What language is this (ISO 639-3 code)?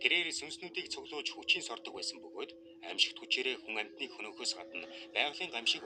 mon